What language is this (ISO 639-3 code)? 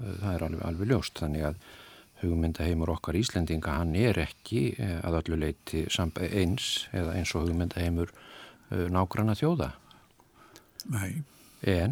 isl